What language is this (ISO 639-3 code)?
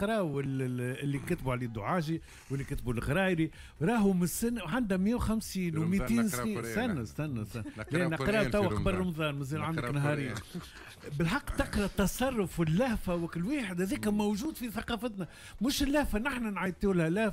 aeb